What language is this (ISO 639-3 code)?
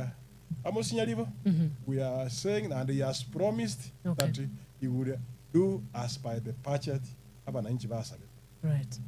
guz